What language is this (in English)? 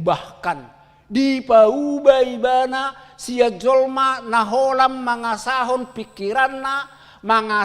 Batak Toba